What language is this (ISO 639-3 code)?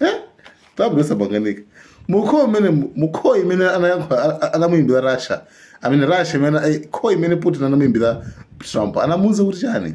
nya